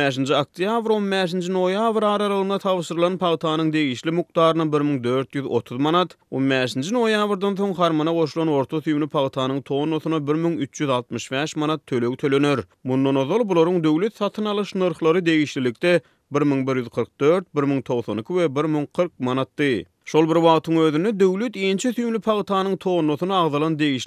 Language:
Turkmen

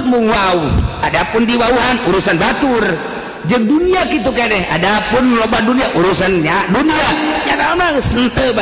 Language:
Sundanese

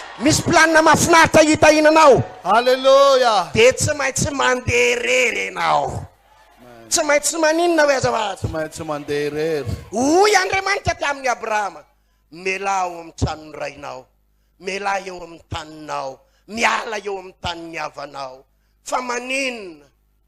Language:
Malagasy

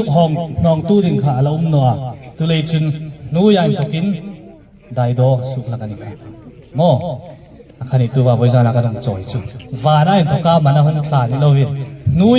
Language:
Hmar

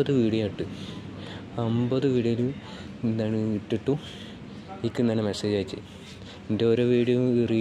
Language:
Malayalam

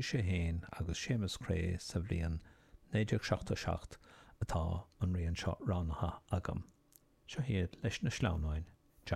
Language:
Irish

